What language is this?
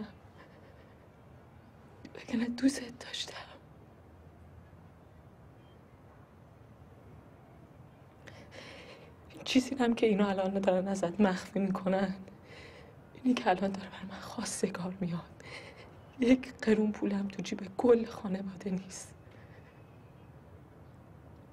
Persian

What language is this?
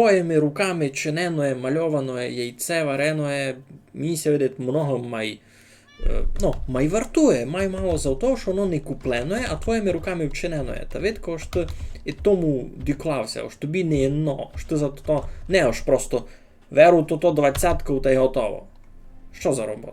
Rusyn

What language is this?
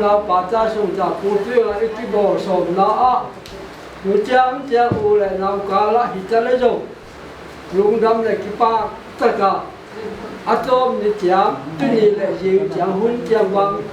Paite Chin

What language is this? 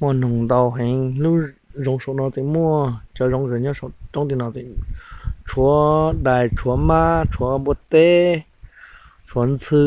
Hmong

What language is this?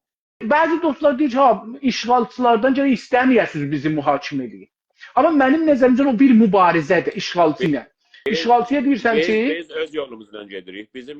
South Azerbaijani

